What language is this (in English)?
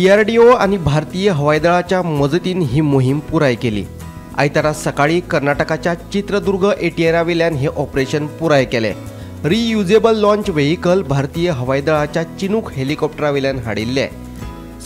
Konkani